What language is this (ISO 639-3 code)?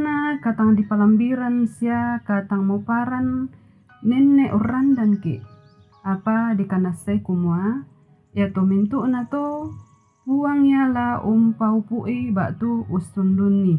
sda